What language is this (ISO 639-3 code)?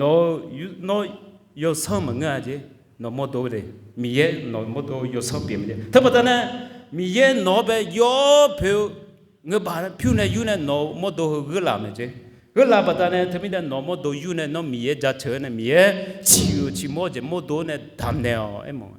ahk